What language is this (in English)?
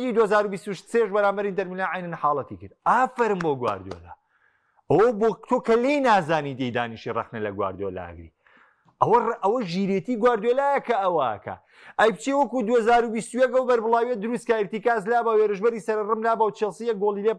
Central Kurdish